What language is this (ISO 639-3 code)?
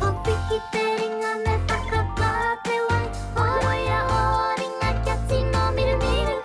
mri